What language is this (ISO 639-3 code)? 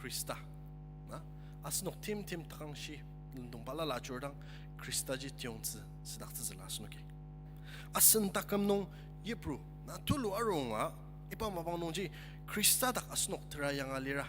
njo